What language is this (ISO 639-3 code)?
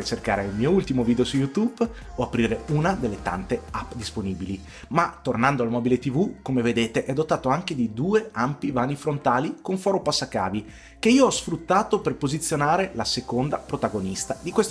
ita